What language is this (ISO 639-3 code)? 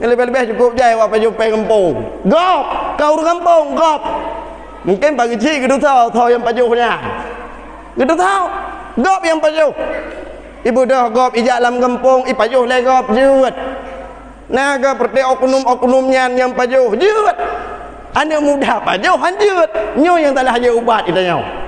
ace